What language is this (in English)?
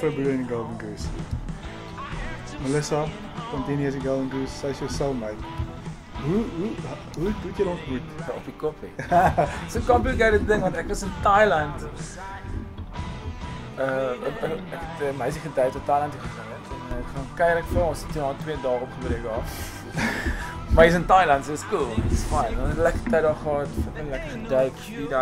Afrikaans